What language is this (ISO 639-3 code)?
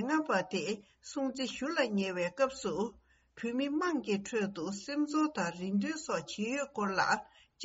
bod